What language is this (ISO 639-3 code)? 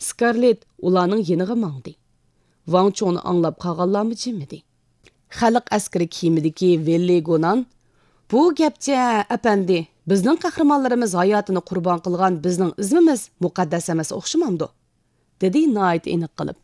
uig